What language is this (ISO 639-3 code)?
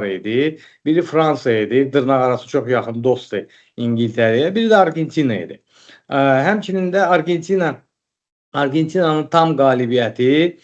aze